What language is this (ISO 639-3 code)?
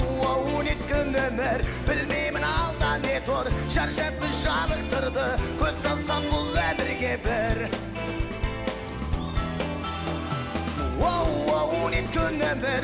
kaz